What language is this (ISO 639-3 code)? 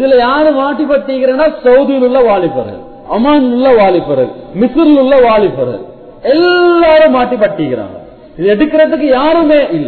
tam